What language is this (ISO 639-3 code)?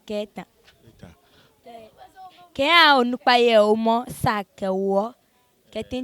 gaa